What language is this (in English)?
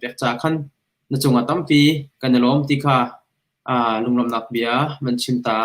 Hakha Chin